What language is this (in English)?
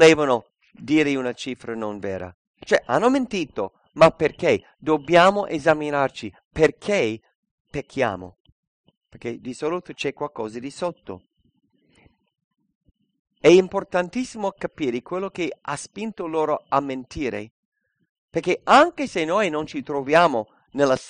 Italian